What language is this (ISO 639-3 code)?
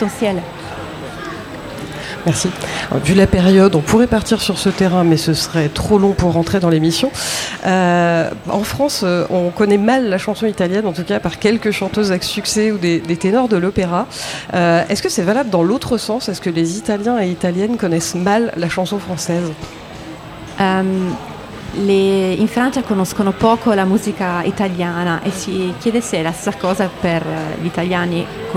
fra